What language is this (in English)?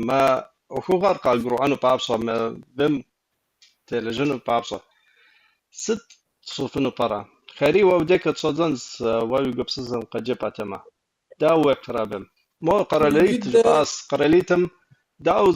Kabardian